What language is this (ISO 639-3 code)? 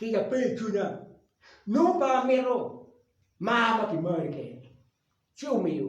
ach